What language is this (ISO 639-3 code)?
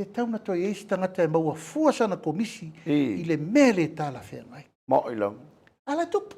smo